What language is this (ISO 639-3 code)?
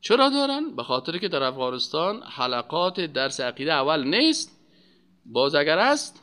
fas